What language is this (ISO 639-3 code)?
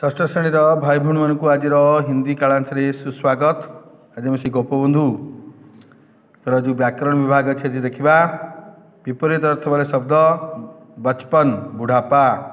ori